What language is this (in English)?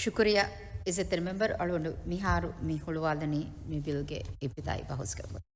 Divehi